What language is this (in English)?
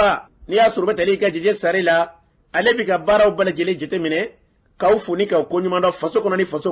Bambara